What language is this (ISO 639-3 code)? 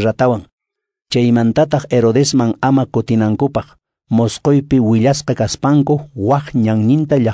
que